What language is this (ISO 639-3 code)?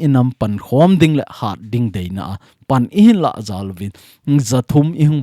tcz